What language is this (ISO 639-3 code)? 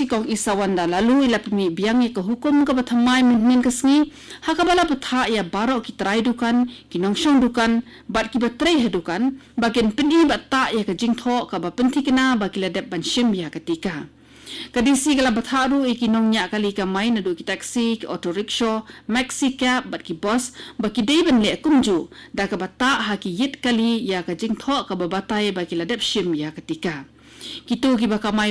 kha